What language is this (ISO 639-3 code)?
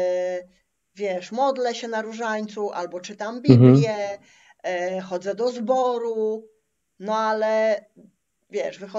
pol